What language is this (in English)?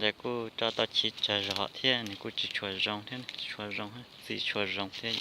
Hmong